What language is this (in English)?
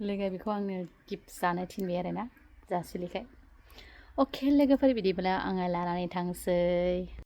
Bodo